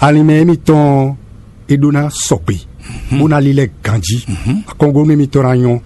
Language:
Fon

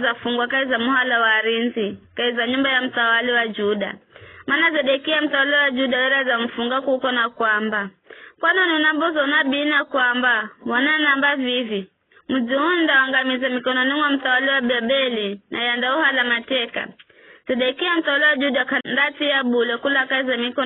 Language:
Giryama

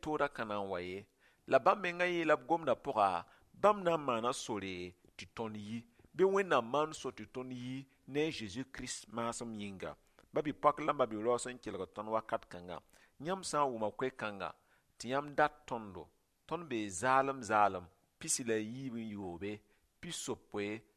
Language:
Mossi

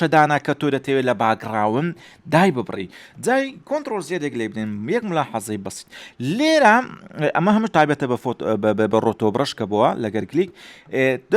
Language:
Central Kurdish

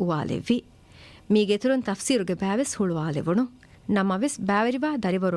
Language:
Divehi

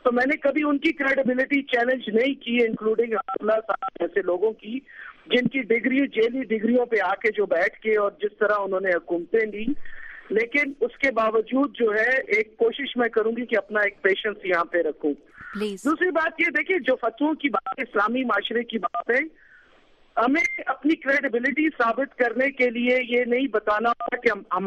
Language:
Urdu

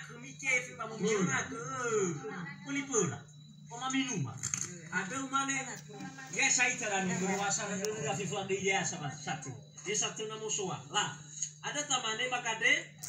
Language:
Nias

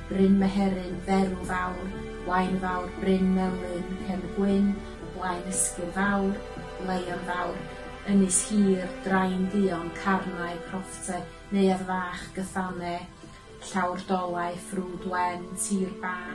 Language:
Welsh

